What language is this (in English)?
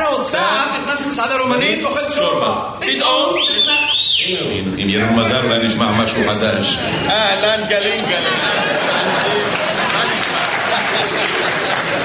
Hebrew